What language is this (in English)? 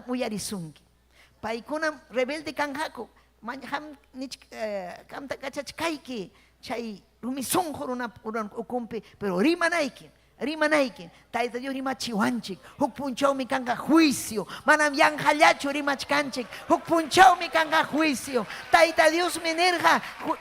Ayacucho Quechua